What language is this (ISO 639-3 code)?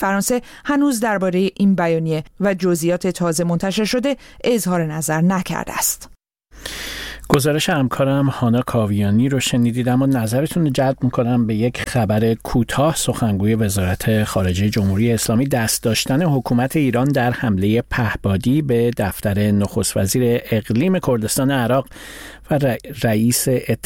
fas